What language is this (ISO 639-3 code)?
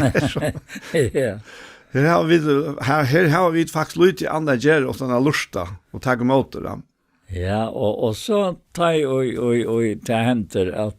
fao